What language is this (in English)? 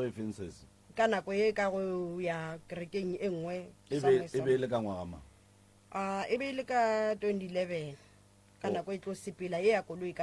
Northern Sotho